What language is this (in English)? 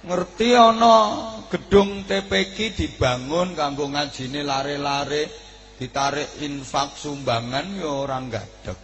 Javanese